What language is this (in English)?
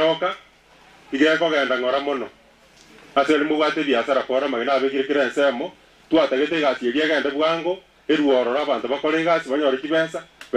Gusii